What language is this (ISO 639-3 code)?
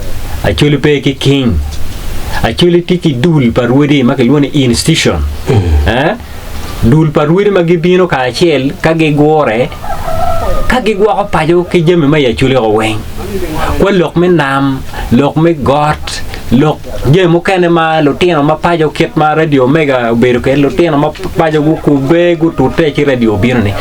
ach